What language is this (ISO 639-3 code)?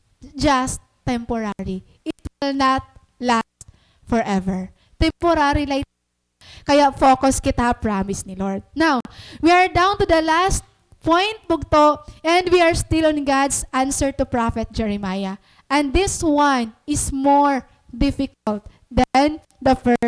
war